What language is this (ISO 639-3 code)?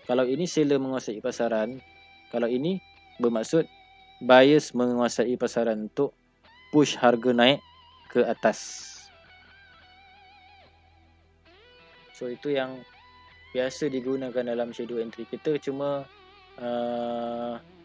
msa